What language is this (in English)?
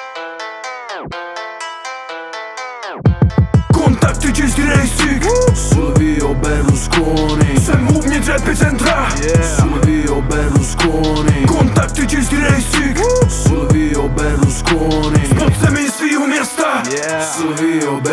Czech